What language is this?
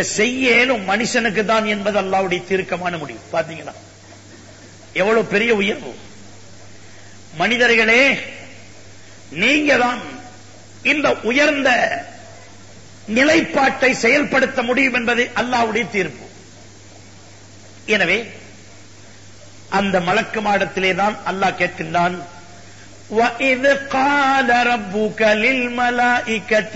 Tamil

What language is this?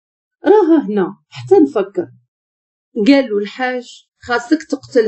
Moroccan Arabic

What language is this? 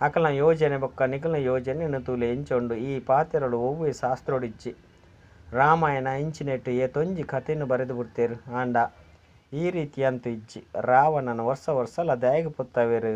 Tulu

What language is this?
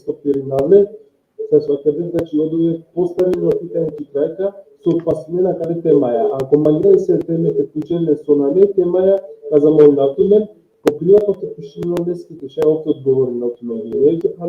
Balkan Romani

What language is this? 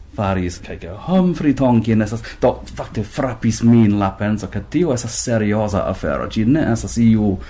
Esperanto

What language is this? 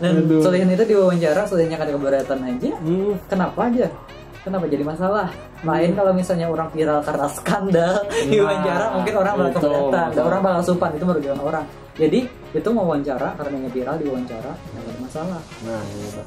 Banjar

